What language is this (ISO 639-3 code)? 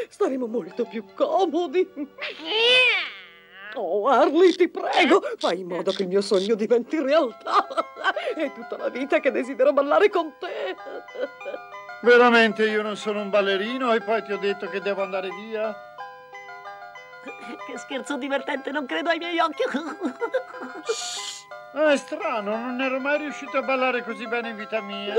ita